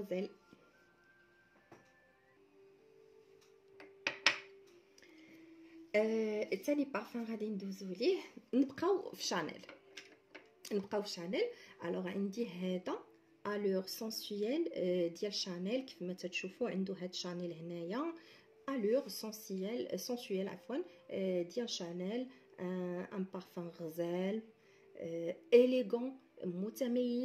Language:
Moroccan Arabic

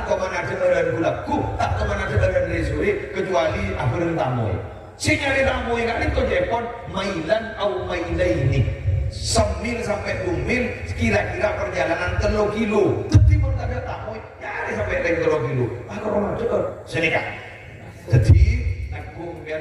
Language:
Madurese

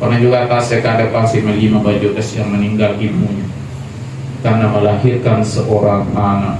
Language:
Buginese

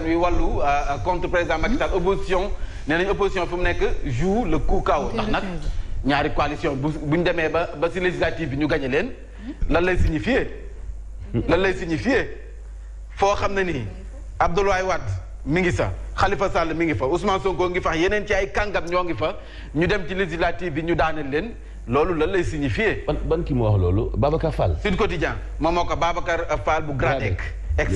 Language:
Wolof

